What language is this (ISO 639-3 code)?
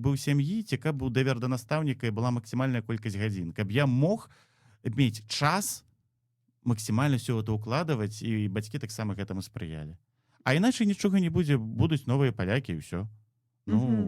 bel